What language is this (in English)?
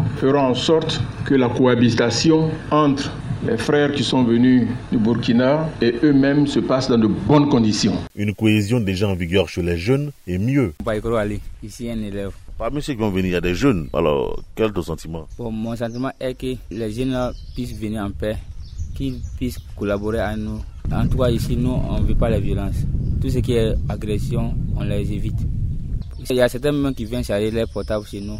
French